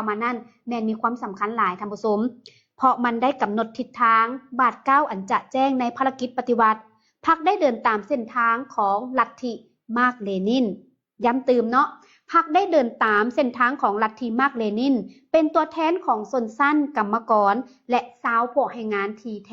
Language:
Lao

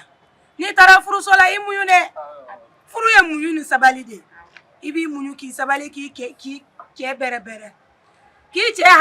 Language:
Bambara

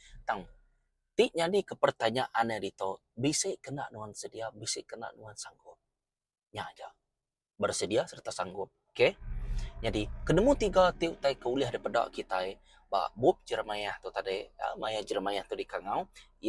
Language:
Iban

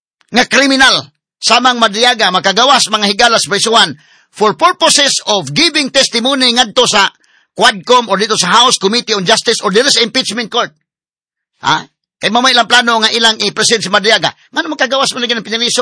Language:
Cebuano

